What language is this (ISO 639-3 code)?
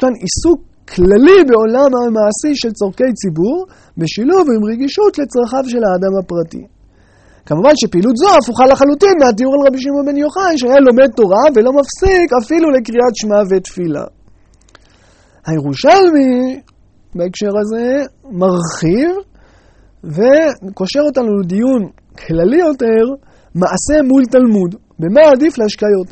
heb